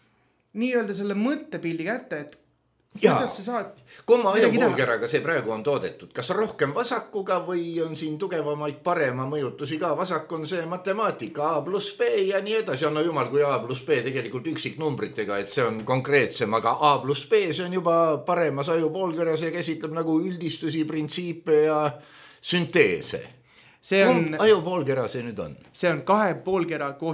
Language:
Estonian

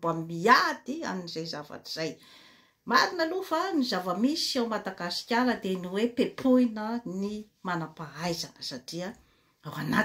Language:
Malagasy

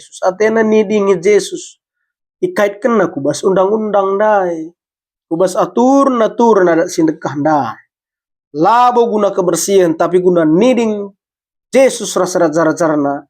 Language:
Batak Karo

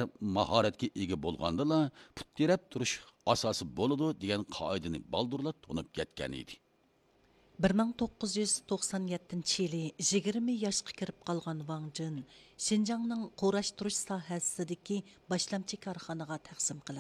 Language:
Uyghur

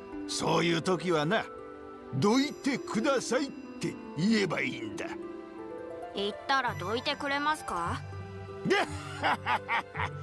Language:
Japanese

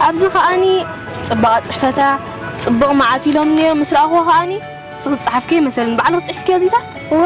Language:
Tigrinya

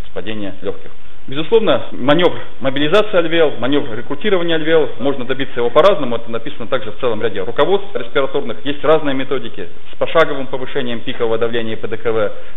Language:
Russian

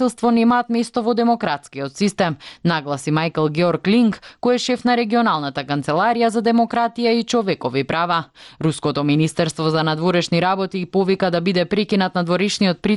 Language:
Macedonian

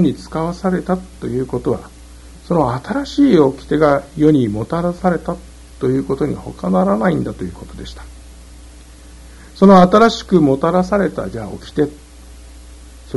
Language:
Japanese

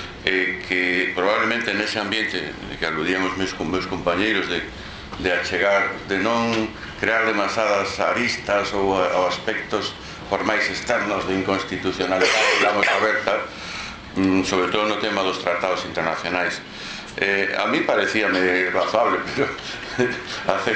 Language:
Galician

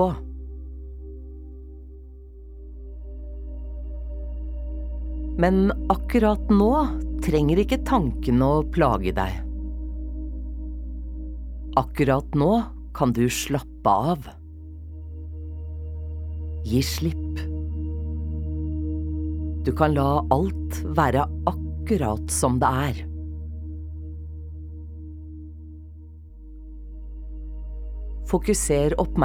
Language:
Norwegian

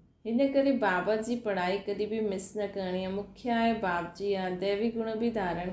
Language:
Sindhi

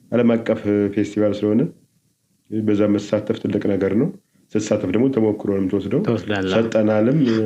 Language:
Amharic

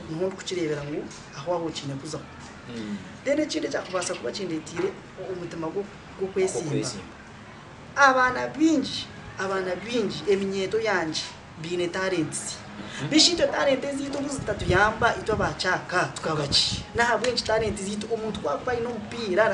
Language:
Kinyarwanda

